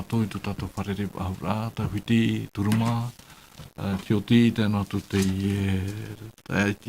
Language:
Tahitian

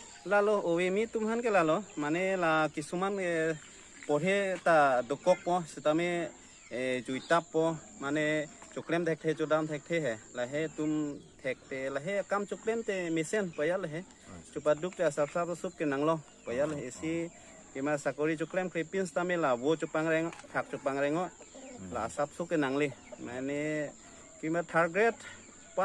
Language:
Karbi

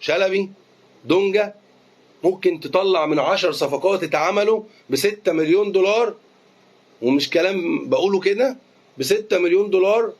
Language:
Egyptian Arabic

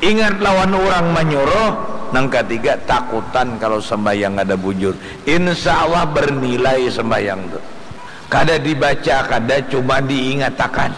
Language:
Banjar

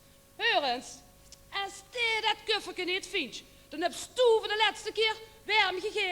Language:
Limburgish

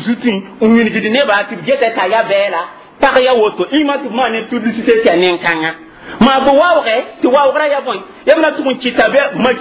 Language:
Mossi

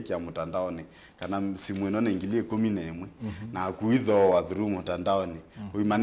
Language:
Kamba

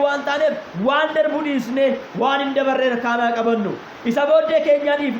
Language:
Oromo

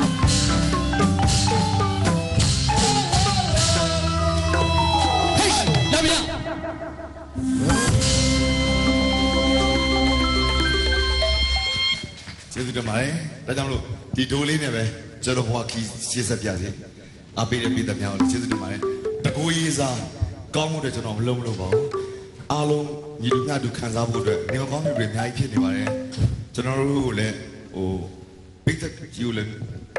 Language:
Burmese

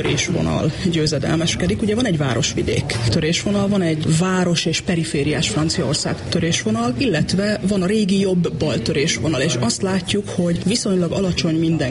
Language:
Hungarian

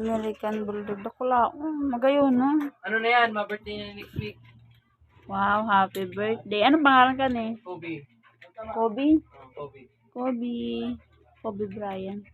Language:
Bikol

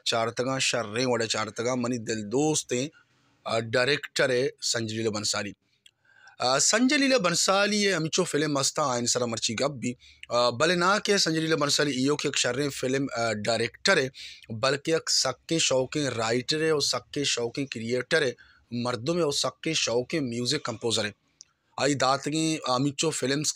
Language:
Baluchi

